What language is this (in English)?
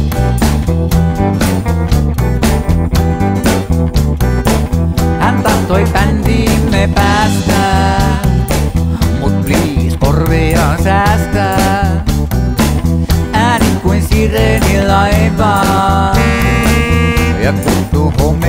Finnish